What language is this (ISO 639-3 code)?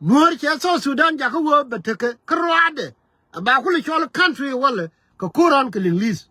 nus